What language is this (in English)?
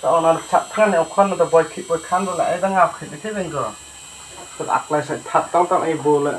Khasi